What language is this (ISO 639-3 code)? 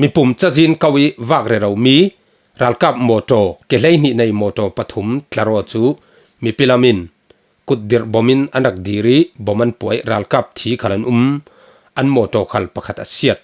cfm